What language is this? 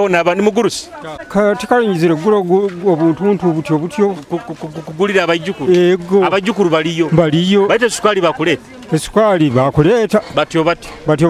Nyoro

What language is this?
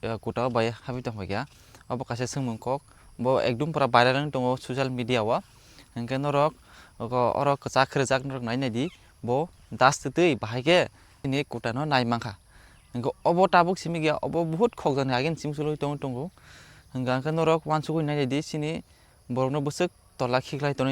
Kok Borok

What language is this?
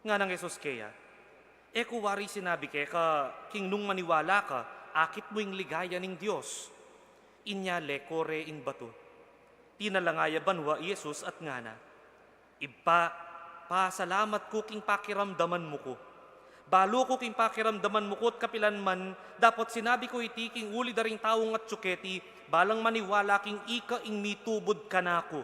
Pampanga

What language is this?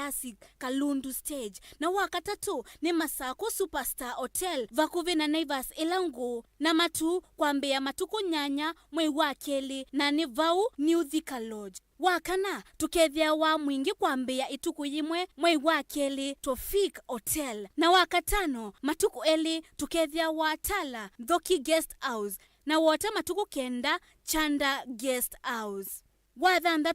Kamba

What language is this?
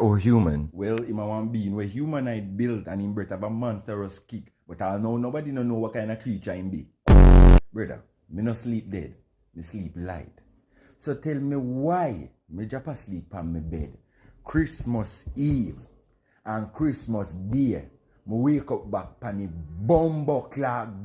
Jamaican Creole English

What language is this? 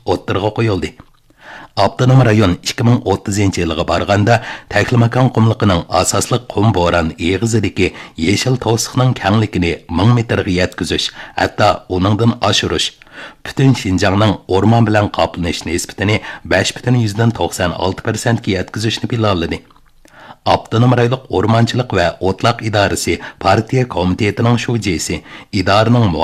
Uyghur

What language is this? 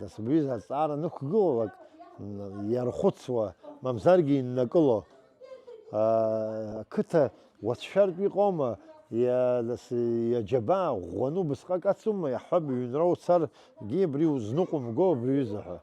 Abkhazian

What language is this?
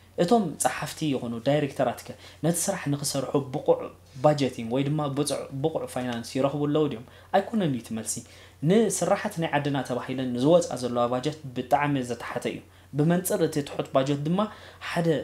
Tigrinya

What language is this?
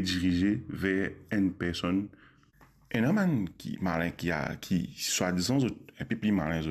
Morisyen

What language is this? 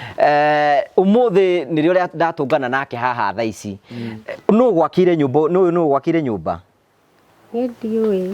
Kikuyu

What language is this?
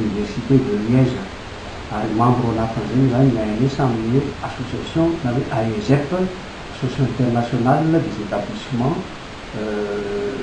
Malagasy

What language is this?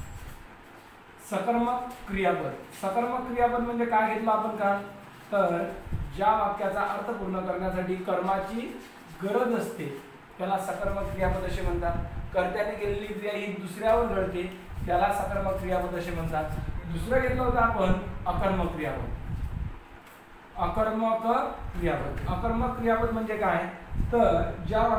Marathi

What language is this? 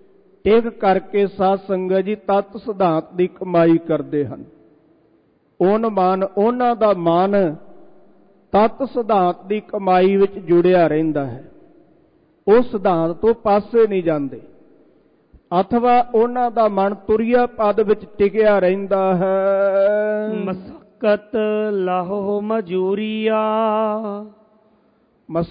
Punjabi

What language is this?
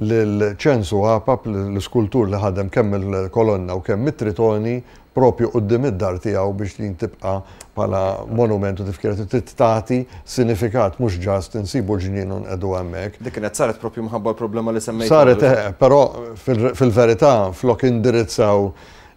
Maltese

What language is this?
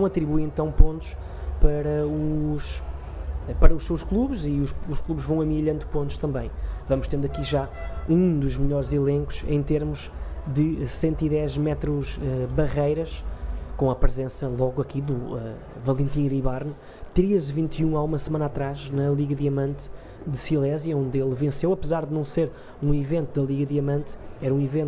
Portuguese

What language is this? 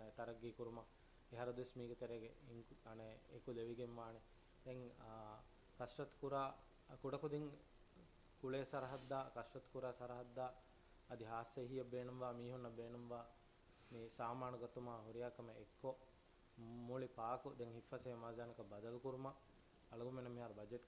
Divehi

